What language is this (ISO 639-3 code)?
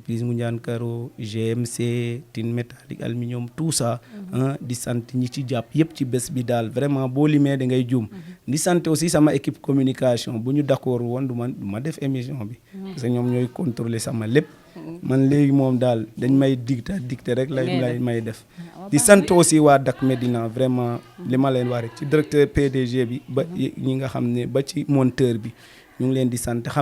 wol